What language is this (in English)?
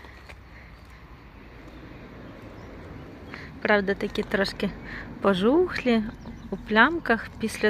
Ukrainian